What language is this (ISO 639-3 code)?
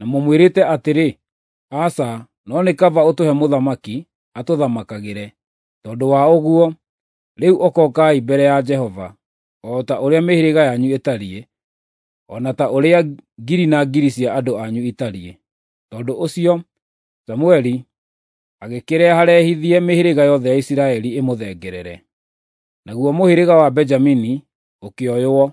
kik